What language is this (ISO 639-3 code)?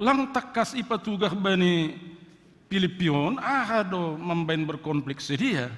bts